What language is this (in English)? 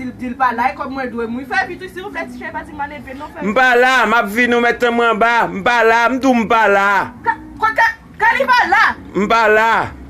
Haitian Creole